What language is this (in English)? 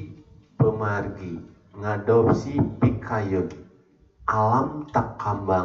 Balinese